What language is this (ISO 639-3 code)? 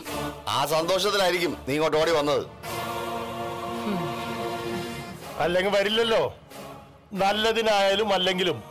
mal